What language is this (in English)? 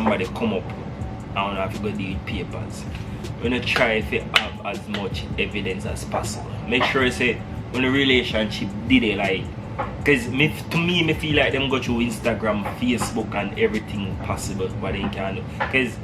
Jamaican Creole English